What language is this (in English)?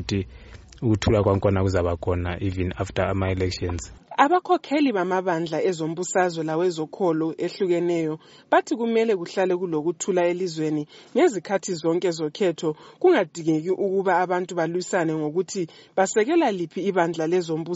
North Ndebele